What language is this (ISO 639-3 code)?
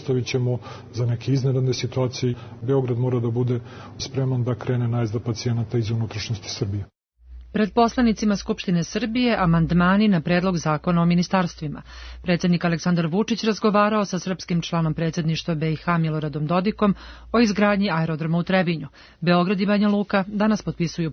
srp